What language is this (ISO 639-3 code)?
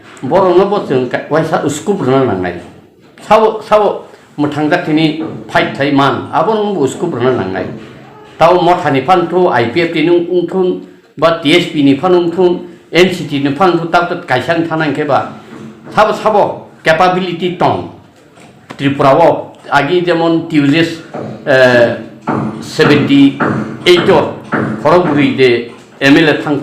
trp